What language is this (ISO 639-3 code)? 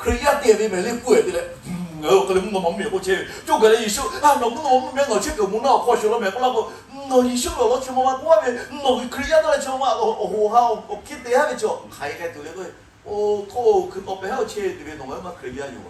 lhu